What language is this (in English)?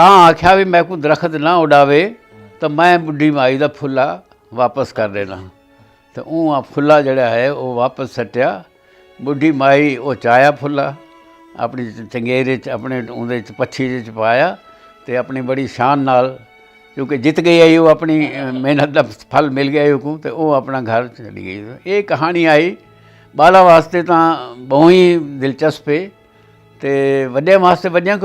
Saraiki